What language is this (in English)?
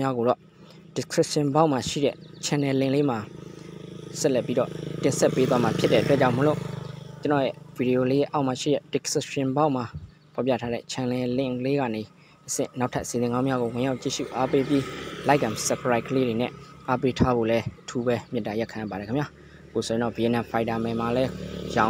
Burmese